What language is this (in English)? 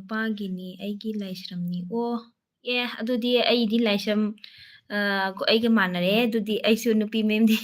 Manipuri